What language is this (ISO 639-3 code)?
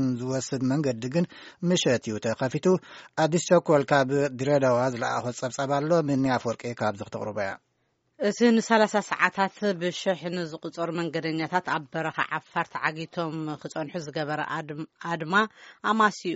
tir